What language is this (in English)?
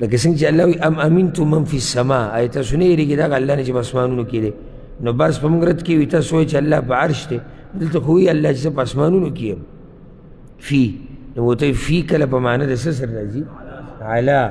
Pashto